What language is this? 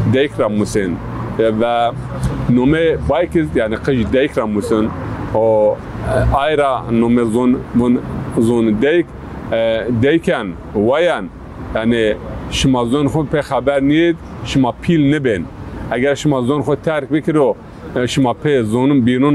Zaza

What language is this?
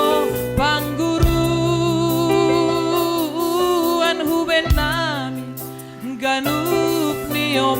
Batak Simalungun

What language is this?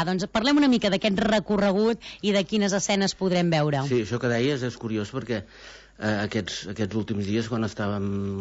Catalan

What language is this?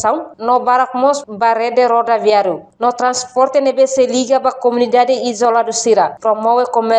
Tetum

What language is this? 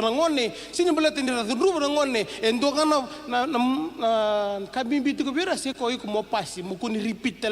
Fijian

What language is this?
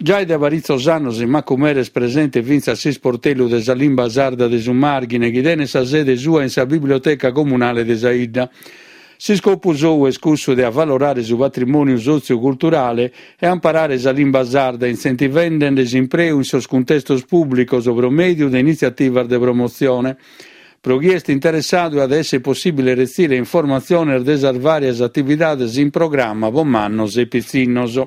Sardinian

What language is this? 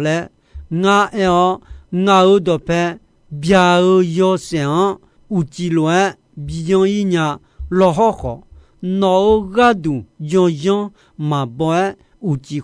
Akha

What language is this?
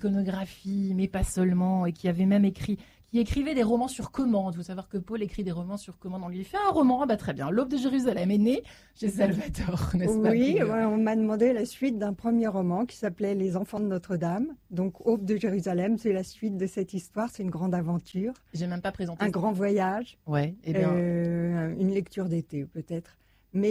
French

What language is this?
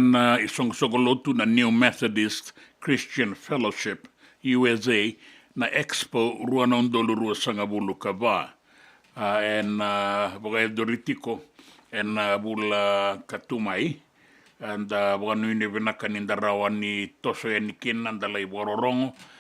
Fijian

